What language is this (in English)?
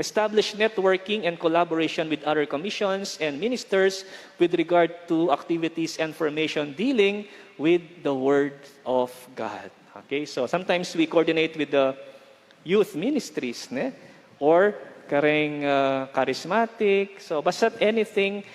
Pampanga